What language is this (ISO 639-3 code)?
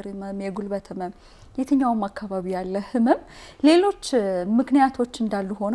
amh